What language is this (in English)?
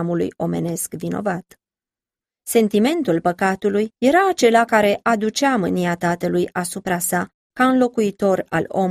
Romanian